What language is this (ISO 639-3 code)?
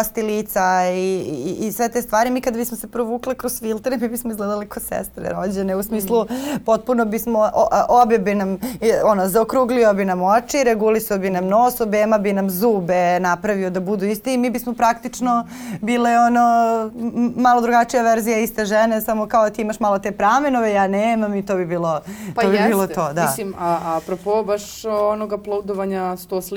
srp